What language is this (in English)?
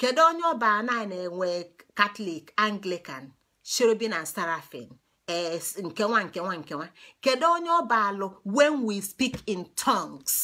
Igbo